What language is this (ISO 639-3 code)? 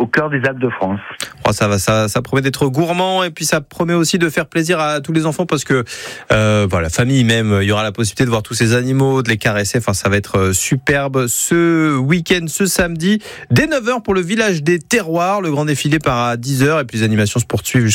fra